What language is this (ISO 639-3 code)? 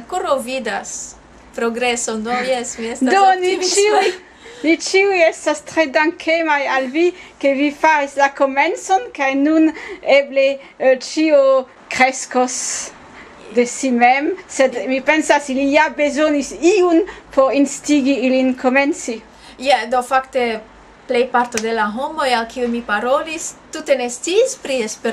epo